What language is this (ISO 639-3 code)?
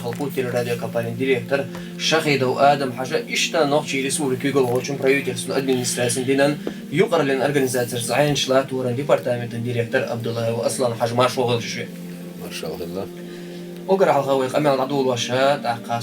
che